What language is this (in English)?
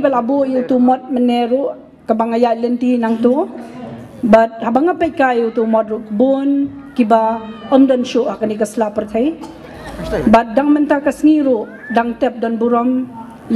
Khasi